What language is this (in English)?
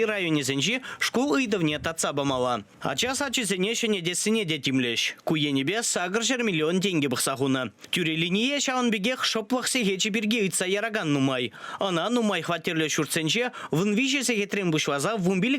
Chuvash